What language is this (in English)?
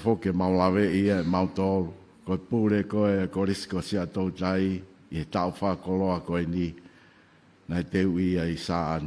Tongan